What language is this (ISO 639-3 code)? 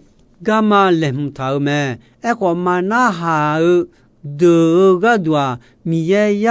ahk